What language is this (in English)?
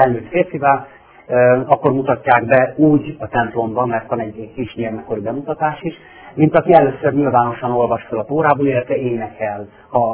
Hungarian